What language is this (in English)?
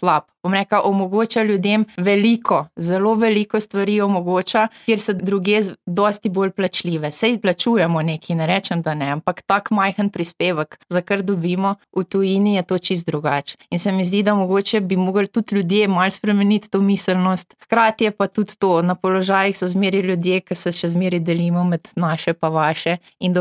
Slovenian